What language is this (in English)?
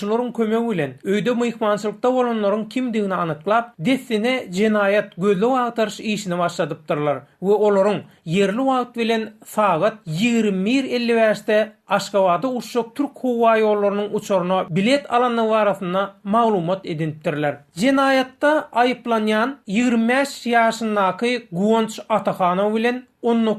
Turkmen